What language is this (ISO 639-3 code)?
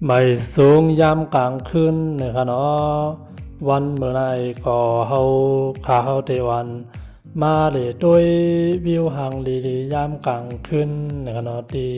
shn